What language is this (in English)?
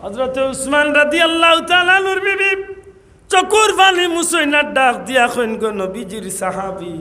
Sylheti